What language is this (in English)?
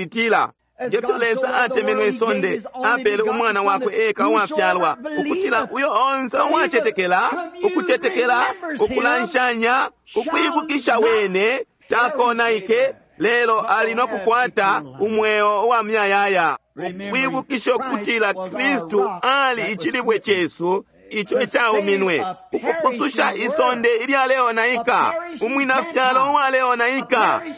Bemba